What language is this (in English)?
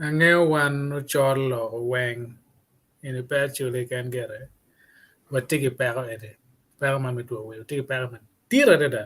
Acoli